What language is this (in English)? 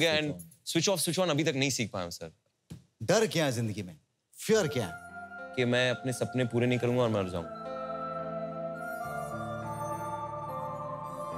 Hindi